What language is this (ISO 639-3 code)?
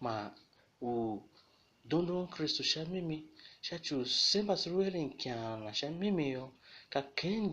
tiv